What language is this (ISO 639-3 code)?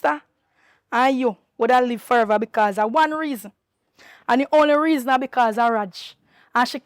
jam